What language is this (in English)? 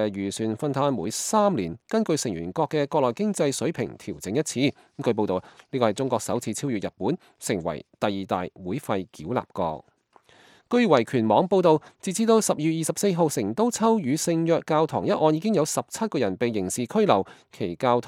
Cantonese